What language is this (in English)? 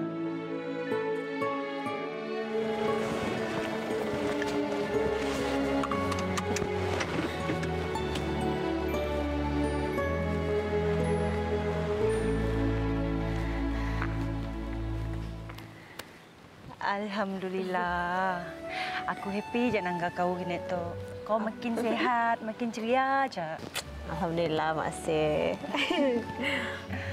Malay